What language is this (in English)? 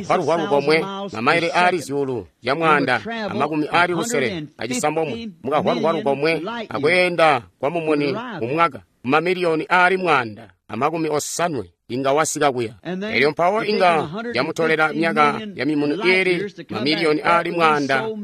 Tonga (Zambia)